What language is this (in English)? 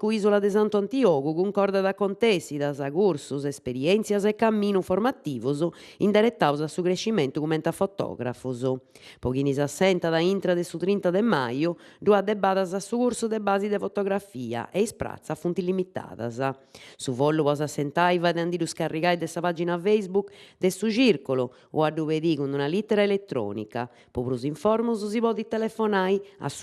Sardinian